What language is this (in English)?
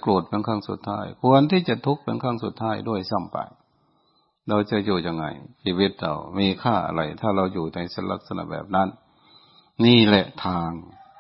Thai